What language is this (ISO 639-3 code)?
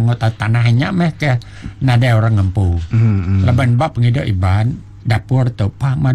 iba